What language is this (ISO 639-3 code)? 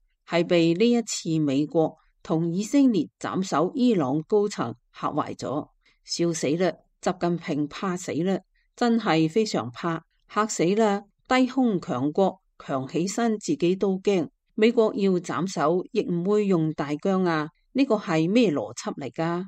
yue